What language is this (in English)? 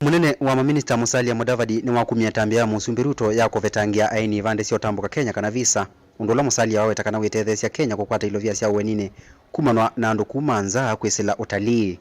Kamba